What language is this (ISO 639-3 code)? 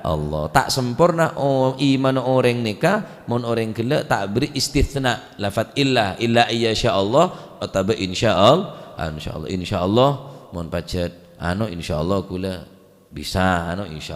mad